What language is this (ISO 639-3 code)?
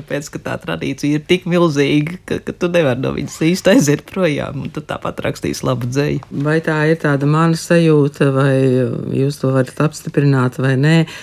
lav